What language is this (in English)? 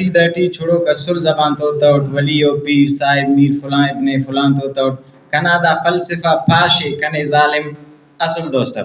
Brahui